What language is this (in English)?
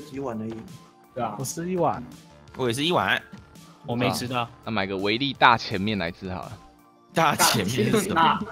Chinese